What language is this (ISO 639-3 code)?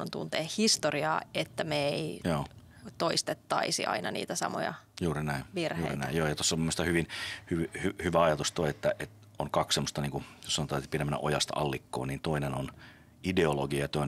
fin